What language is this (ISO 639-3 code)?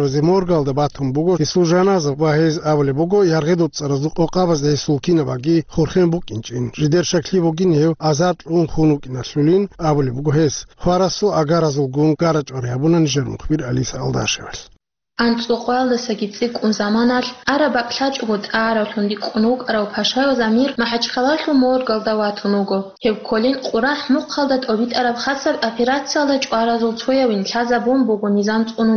ava